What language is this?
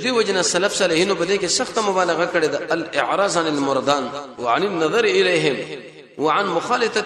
Pashto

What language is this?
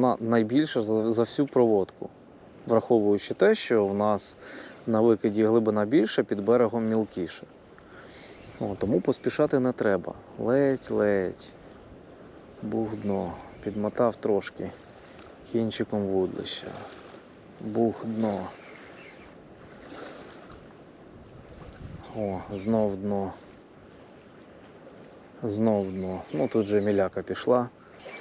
Ukrainian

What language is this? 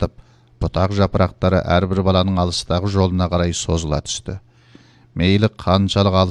Kazakh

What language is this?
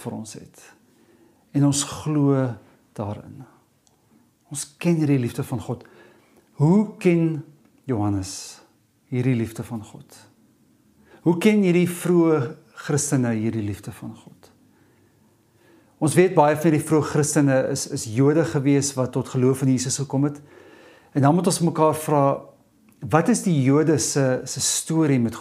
Afrikaans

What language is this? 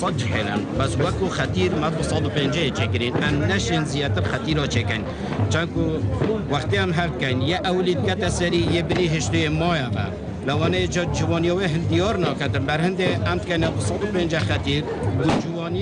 Kurdish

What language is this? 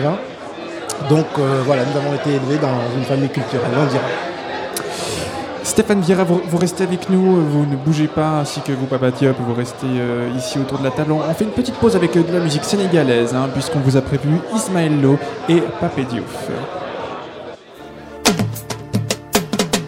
French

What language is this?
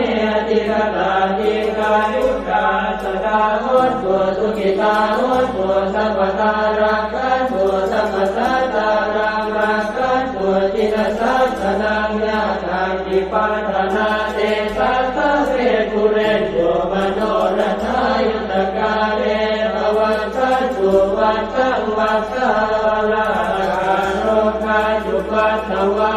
Pali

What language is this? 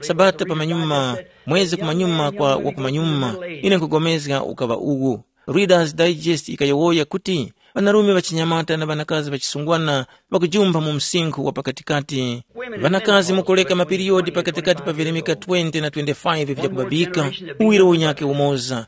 Tumbuka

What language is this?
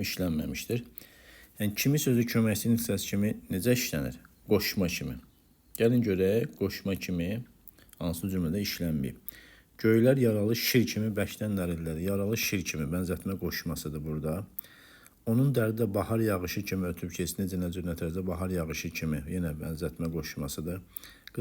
Azerbaijani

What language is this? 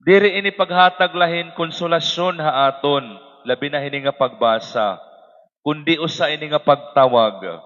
Waray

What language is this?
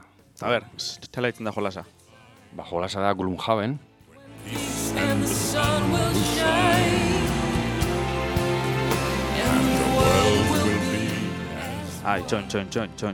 Basque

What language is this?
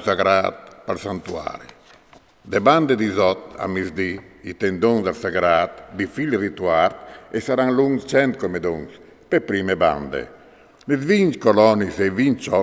Friulian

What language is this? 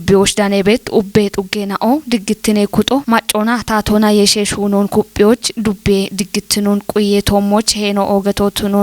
Kafa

